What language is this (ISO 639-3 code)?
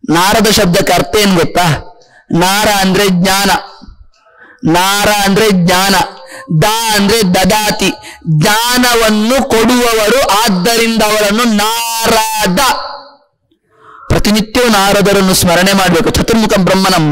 kan